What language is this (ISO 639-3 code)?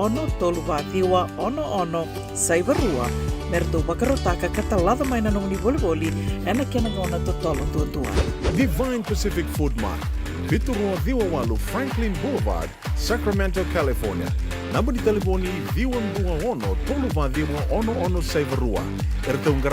fij